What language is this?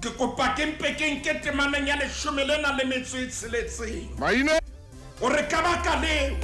Southern Sotho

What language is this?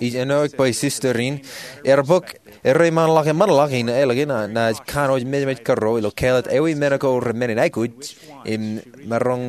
Marshallese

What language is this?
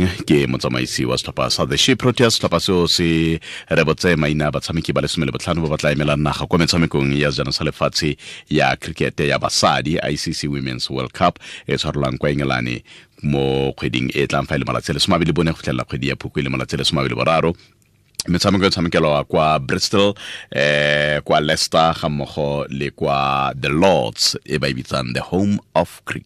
Tswana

